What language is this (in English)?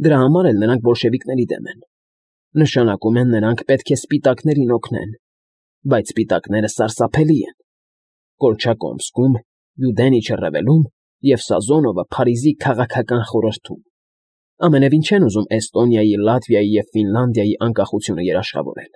Armenian